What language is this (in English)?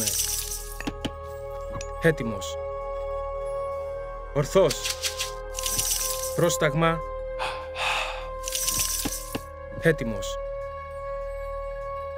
Greek